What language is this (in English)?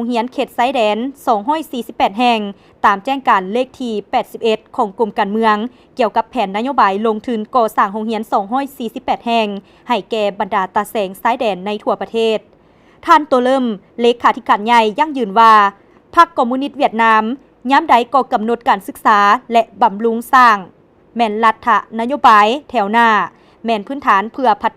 Lao